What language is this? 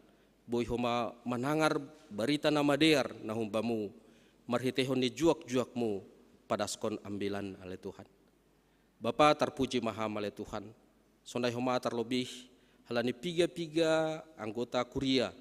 Batak Simalungun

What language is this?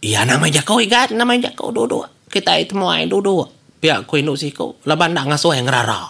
Iban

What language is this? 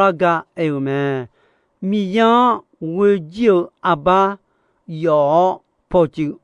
Akha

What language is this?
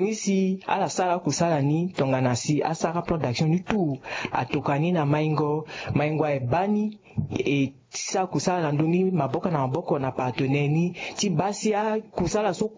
Sango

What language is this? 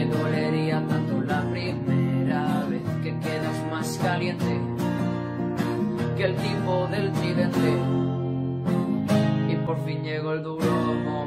Spanish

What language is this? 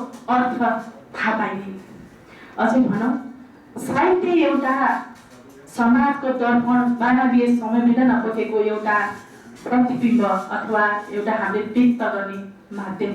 Nepali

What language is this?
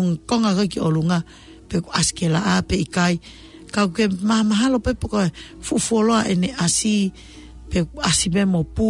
Tongan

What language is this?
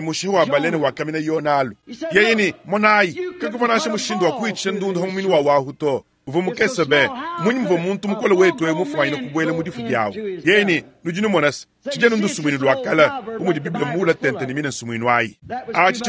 Luba-Lulua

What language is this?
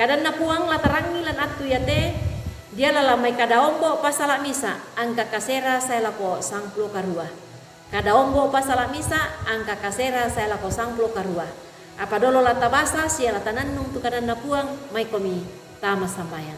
Toraja-Sa'dan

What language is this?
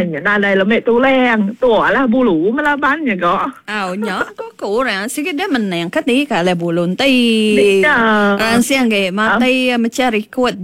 Iban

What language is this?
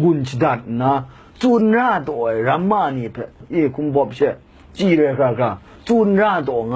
Kachin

